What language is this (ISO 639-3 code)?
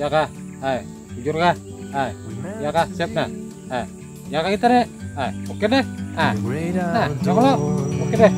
bjn